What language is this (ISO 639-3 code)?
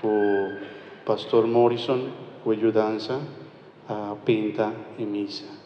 pap